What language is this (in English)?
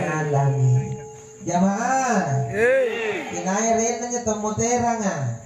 Makasar